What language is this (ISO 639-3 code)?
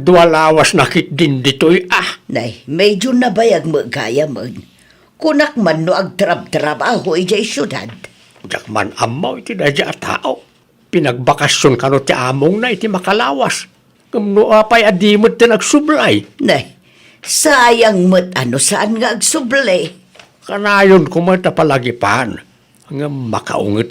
ilo